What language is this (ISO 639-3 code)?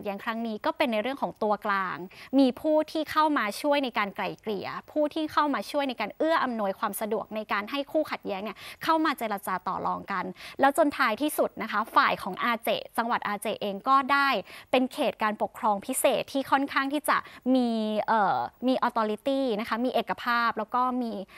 tha